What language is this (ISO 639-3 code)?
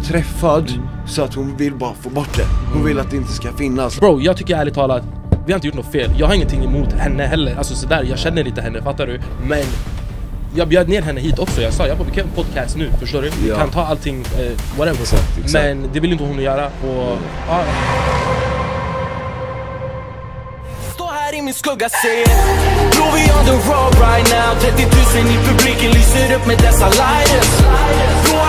swe